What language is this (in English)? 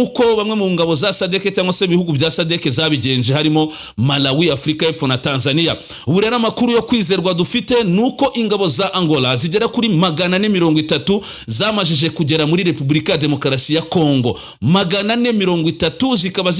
Kinyarwanda